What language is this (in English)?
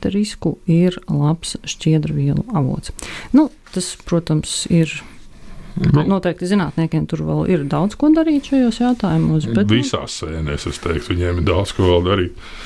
Latvian